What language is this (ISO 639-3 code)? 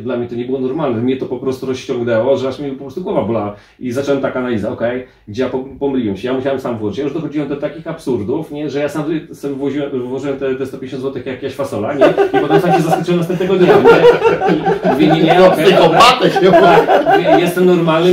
pol